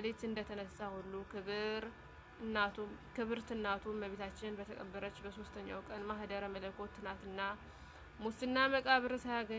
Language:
Amharic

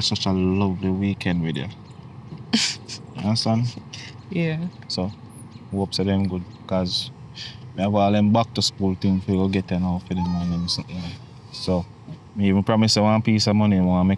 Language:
Jamaican Creole English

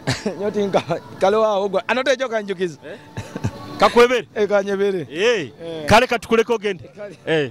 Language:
Nyoro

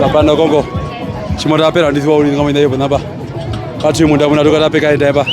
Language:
Herero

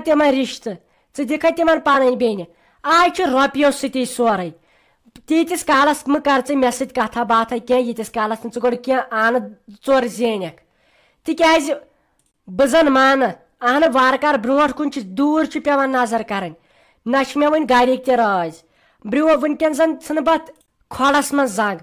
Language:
Kashmiri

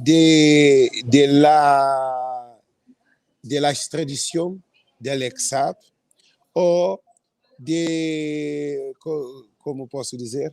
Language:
Kabuverdianu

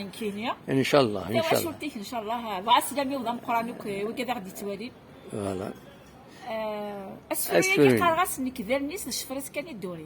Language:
Kabyle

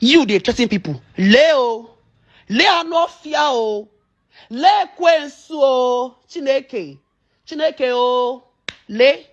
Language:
Nigerian Pidgin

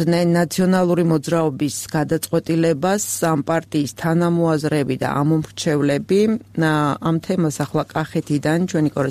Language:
Georgian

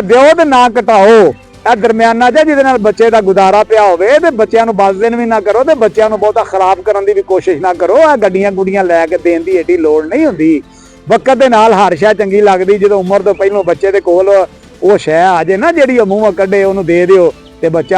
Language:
Western Panjabi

